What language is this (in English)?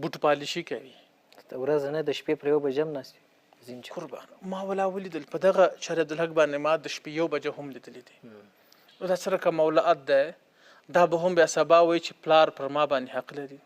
Pashto